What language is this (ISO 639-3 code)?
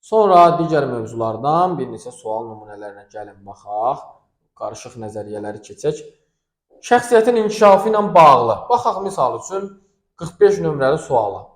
aze